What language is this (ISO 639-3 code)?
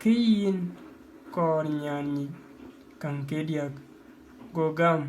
din